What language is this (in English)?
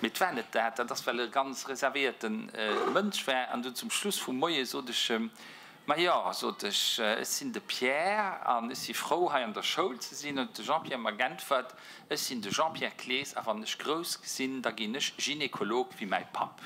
Luxembourgish